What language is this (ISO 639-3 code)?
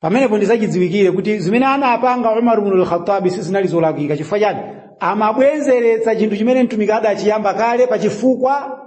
nya